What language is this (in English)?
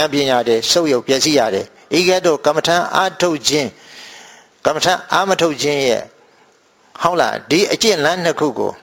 Burmese